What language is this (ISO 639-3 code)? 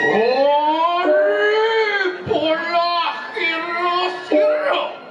ban